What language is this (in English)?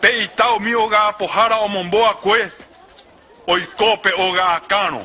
Guarani